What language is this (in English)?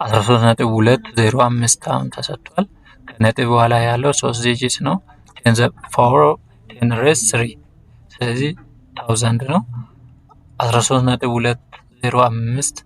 Amharic